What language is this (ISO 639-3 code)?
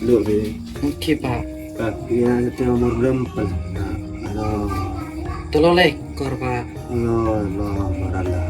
mad